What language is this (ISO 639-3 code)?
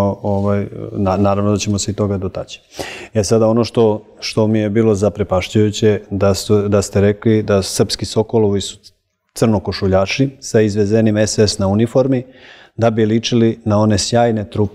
srp